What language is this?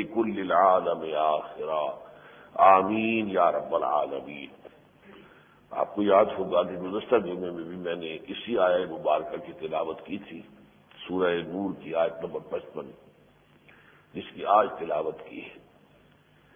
Urdu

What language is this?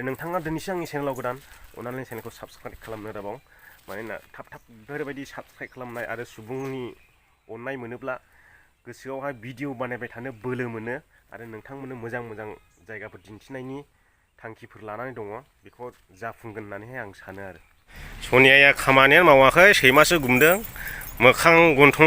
Bodo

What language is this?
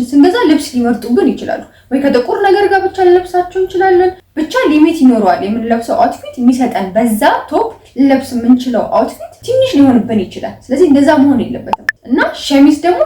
Amharic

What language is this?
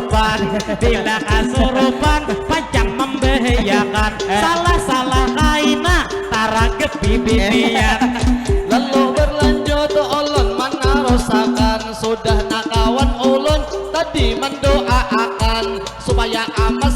Banjar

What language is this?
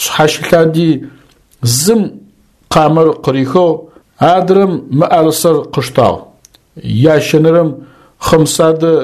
Adyghe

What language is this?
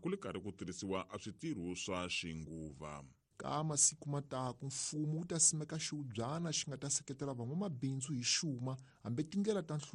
Tsonga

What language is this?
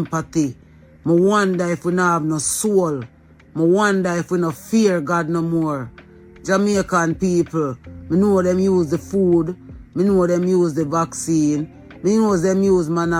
Jamaican Creole English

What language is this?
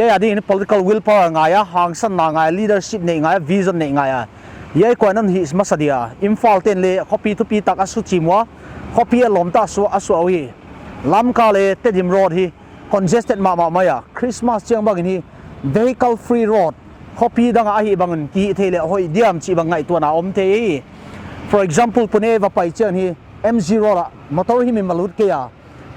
Paite Chin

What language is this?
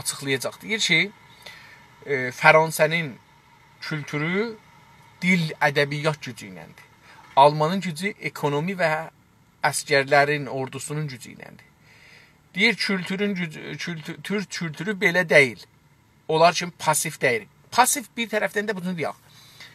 South Azerbaijani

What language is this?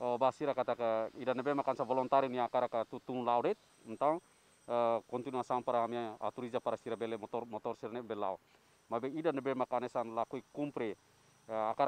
Tetum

